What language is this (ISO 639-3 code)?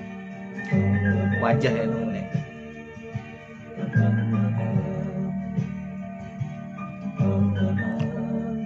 ind